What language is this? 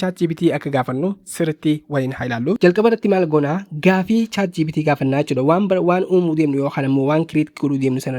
Oromo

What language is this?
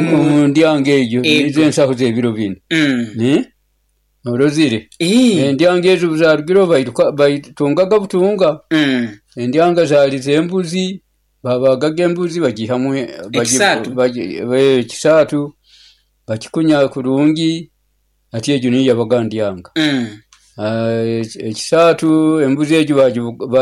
Nyoro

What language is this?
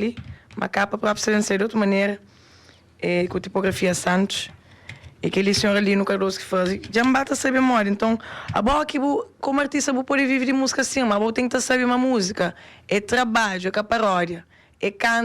Kabuverdianu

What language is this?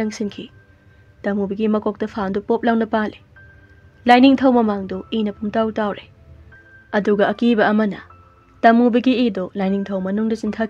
Manipuri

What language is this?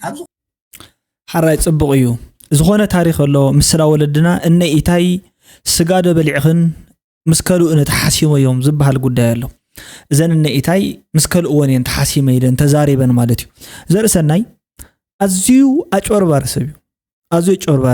Tigrinya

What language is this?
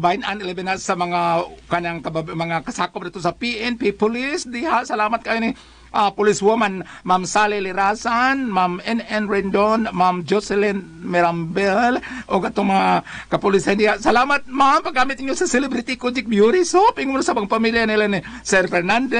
Cebuano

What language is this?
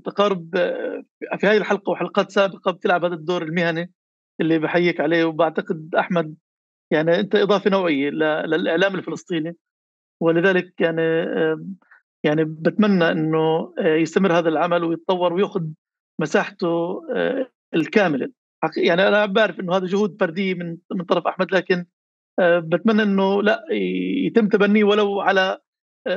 North Levantine Arabic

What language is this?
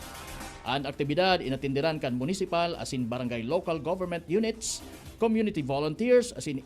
Bikol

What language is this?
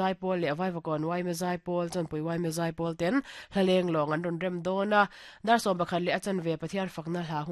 Mizo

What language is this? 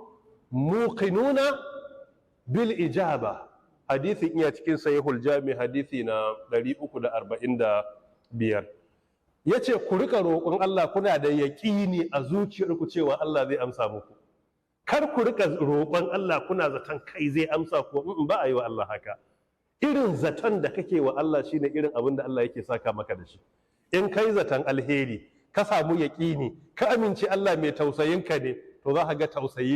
Hausa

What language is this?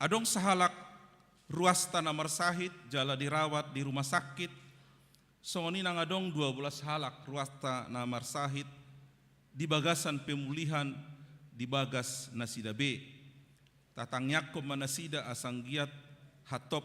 Batak Toba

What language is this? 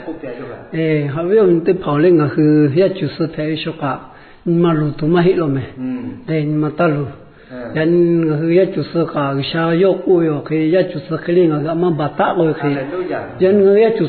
Lahu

